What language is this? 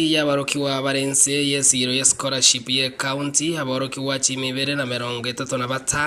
Gusii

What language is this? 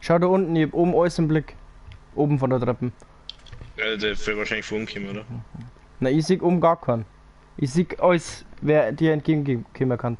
Bavarian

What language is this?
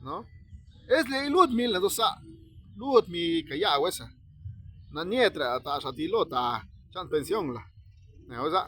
Zapotec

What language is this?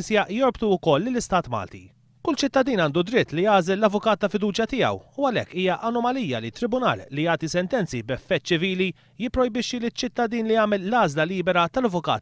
Maltese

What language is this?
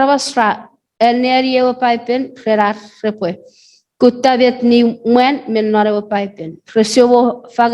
Chuukese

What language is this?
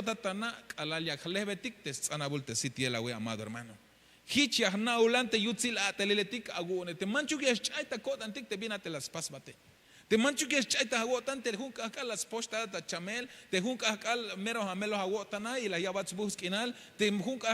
Tzeltal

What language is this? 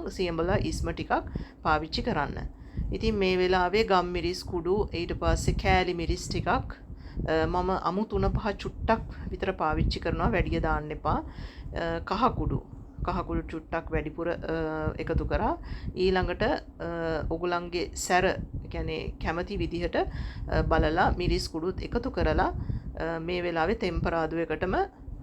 Sinhala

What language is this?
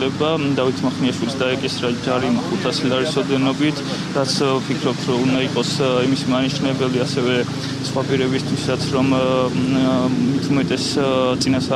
Georgian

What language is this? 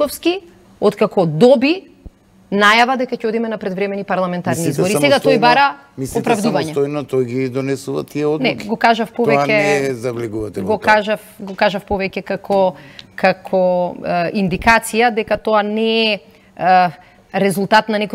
Macedonian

